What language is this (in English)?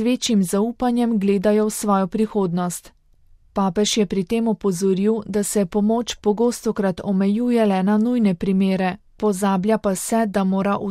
Slovenian